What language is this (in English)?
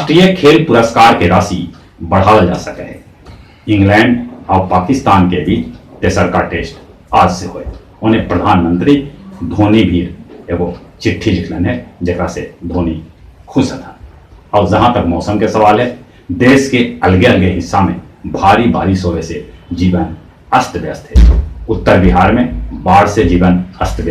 Magahi